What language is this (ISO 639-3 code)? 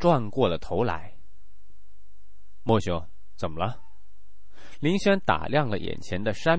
zho